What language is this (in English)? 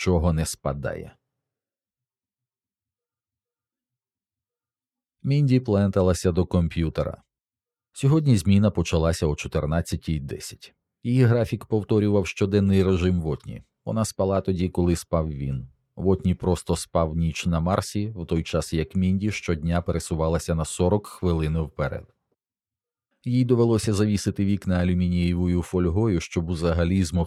Ukrainian